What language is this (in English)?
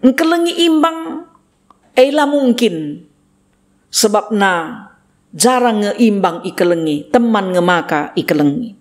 Batak Karo